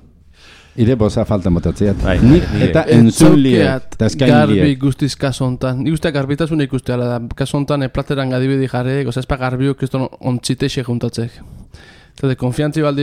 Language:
Basque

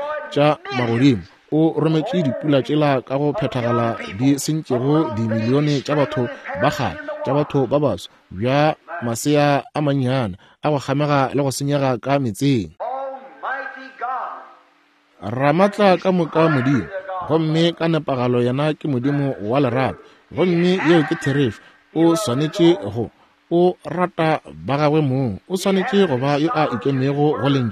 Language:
Northern Sotho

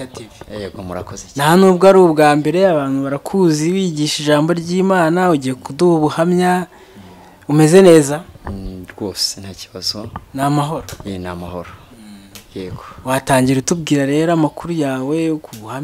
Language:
Kinyarwanda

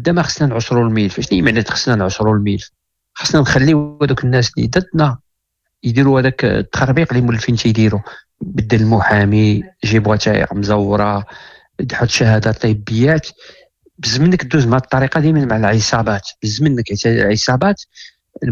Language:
Moroccan Arabic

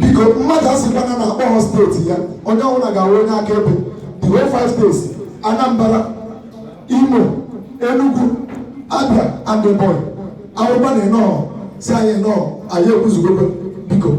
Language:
Igbo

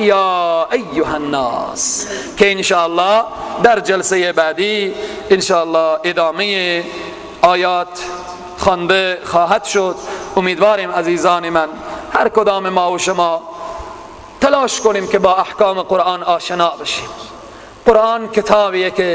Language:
Persian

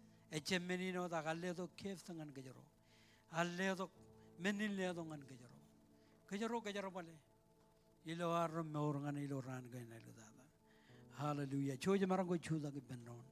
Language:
Marshallese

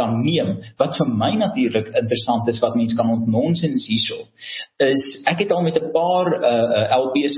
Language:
Afrikaans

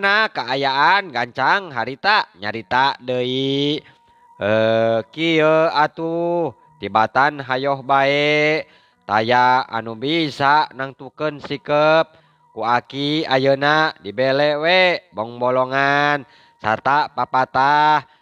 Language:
Sundanese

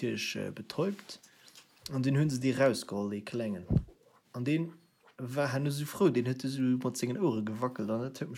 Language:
Luxembourgish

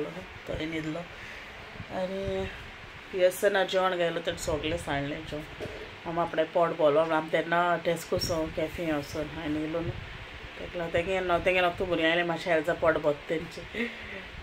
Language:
Konkani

